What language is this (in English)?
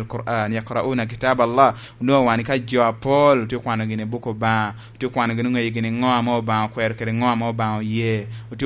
Lango (Uganda)